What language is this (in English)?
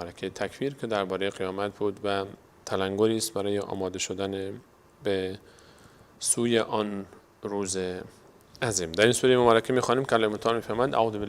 Persian